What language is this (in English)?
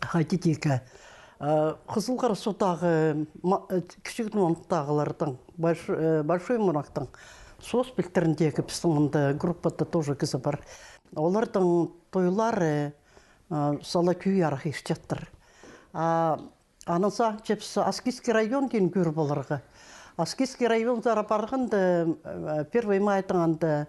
Khakas